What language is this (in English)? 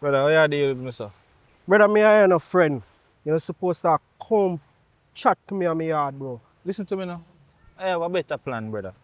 Jamaican Creole English